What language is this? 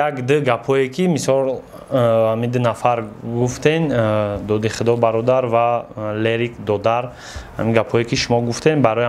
Tajik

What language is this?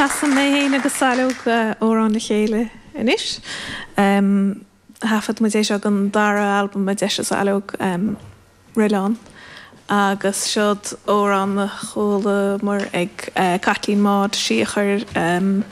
Irish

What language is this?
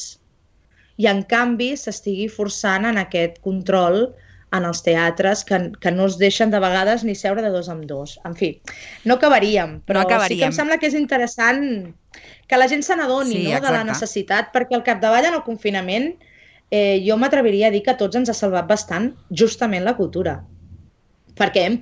Catalan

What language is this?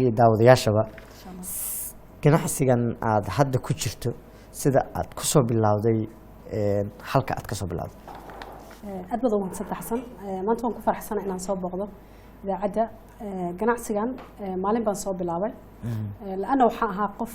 Somali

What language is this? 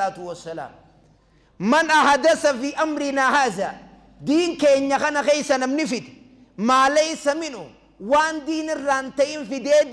Oromo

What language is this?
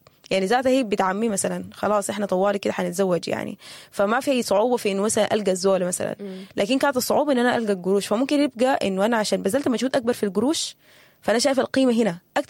Sudanese Arabic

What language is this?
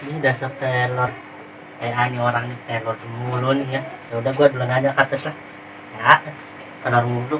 Betawi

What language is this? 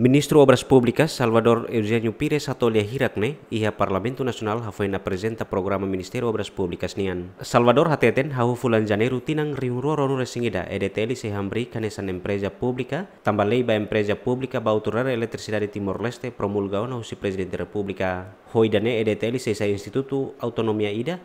Tetum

